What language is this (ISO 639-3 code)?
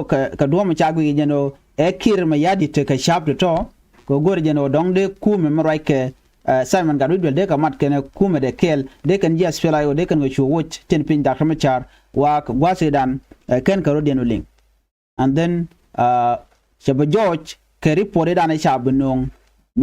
nus